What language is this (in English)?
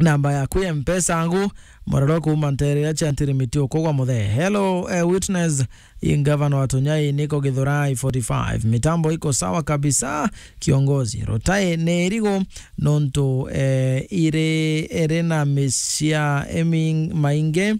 Meru